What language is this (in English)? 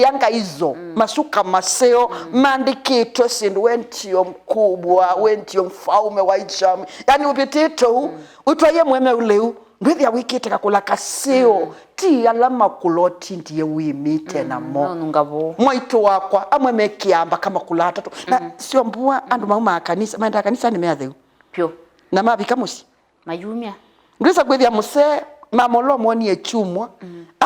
Kamba